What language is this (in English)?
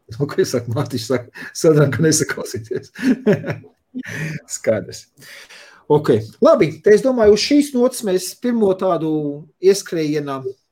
Latvian